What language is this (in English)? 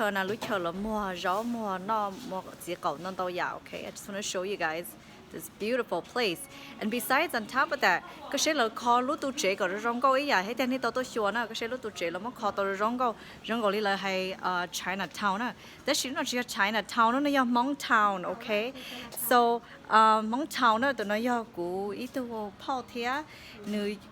Hmong